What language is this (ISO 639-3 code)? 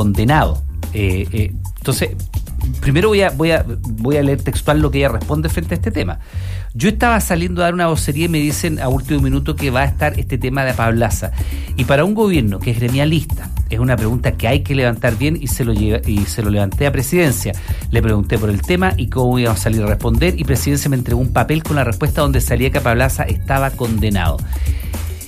spa